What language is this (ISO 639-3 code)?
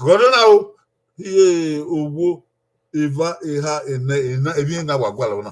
bin